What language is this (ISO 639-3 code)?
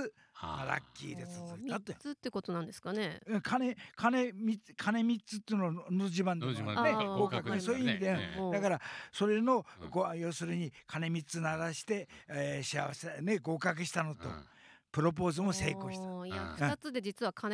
jpn